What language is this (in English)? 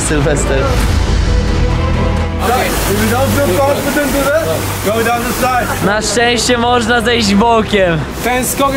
Polish